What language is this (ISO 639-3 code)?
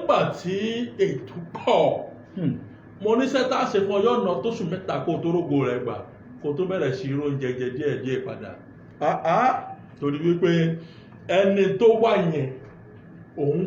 yor